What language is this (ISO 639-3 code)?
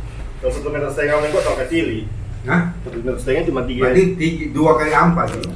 xmm